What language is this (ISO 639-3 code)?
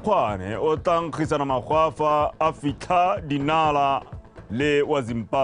tsn